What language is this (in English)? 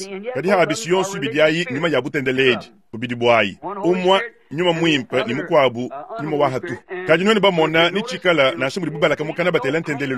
Luba-Lulua